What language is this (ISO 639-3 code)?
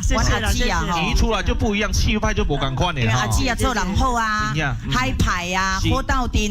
nan